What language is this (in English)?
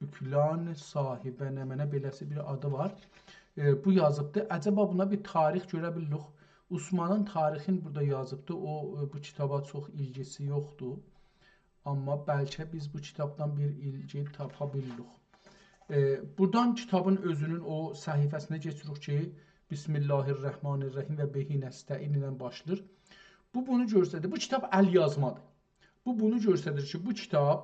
South Azerbaijani